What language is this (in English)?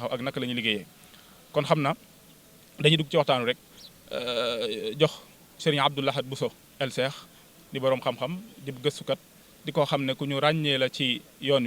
Wolof